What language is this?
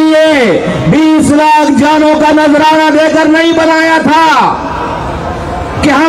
Urdu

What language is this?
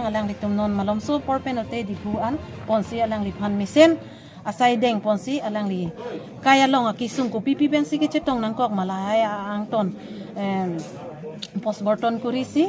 Karbi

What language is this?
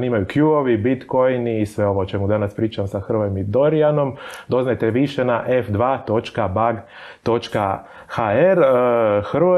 Croatian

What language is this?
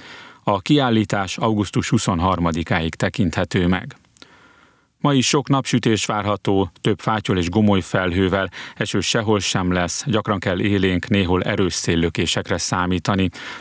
Hungarian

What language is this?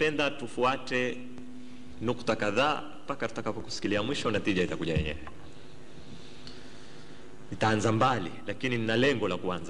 Swahili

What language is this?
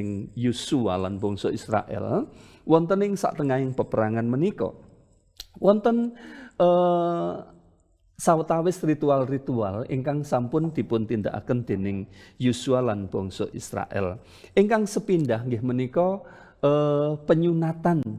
Javanese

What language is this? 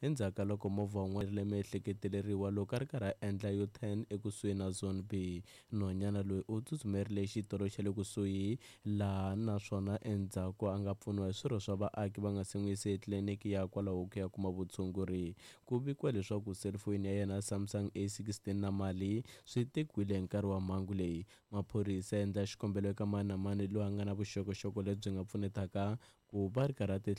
Tsonga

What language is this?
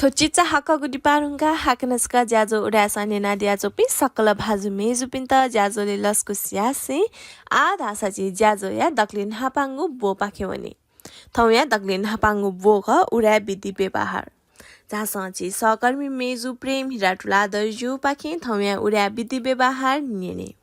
Newari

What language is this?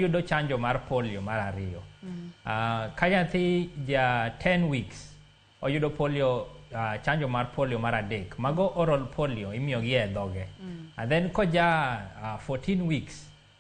Luo (Kenya and Tanzania)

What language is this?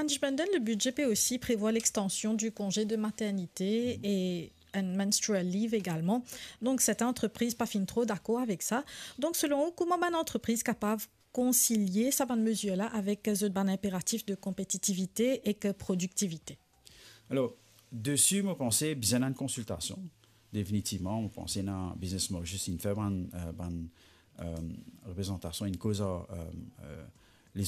Morisyen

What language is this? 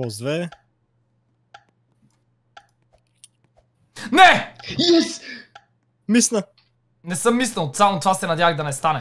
Bulgarian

